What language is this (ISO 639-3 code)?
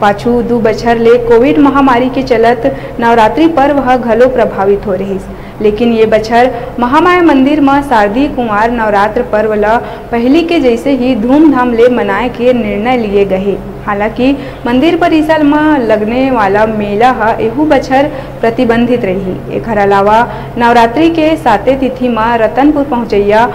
hne